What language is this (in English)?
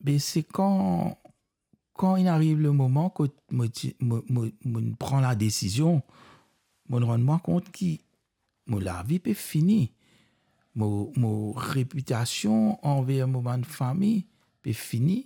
Morisyen